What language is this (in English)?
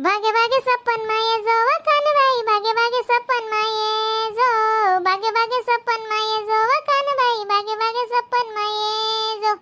Khandesi